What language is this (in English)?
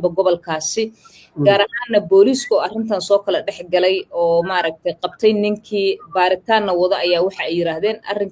Somali